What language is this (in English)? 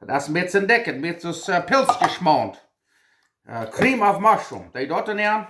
Plautdietsch